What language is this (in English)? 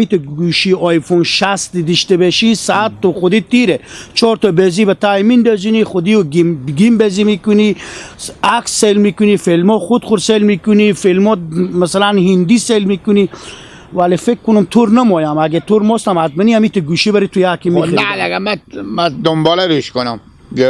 Hazaragi